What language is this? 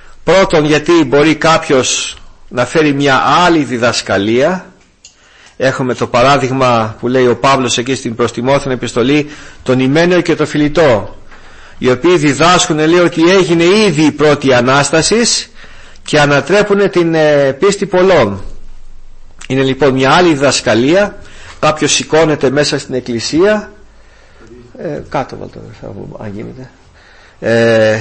Greek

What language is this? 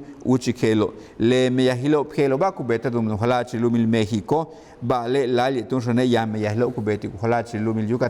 Yucateco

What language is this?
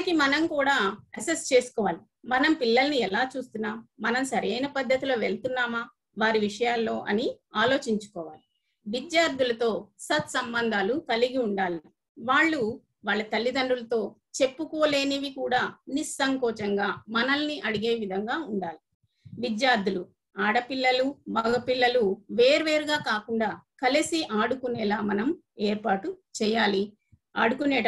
Telugu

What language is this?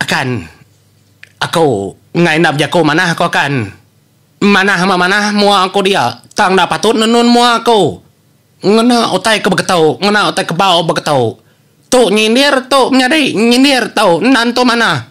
Iban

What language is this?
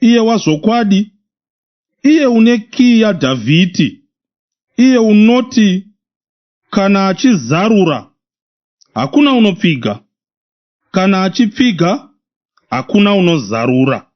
Shona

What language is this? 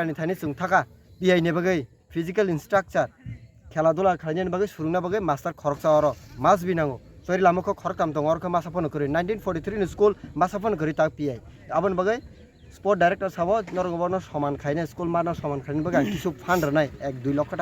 Kok Borok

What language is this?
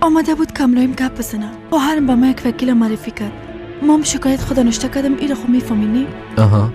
Persian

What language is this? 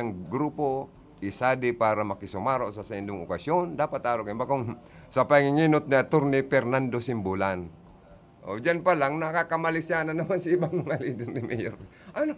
Bikol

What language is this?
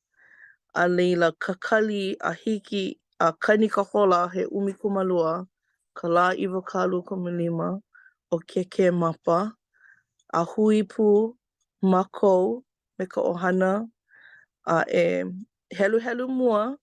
Hawaiian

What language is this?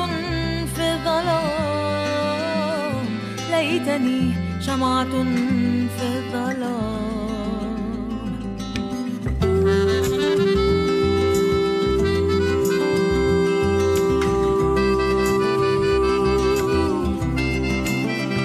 Hebrew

